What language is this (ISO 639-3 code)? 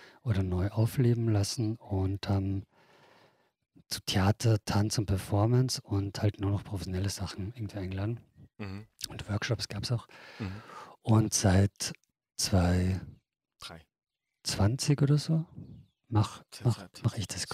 deu